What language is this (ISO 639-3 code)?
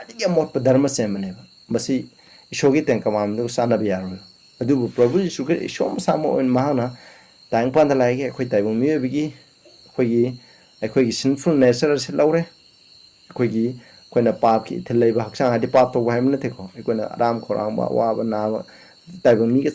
mni